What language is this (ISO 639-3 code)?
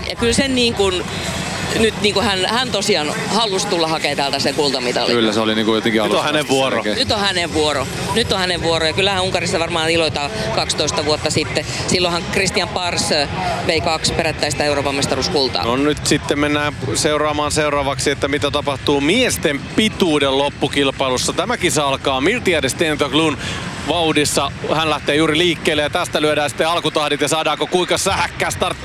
fin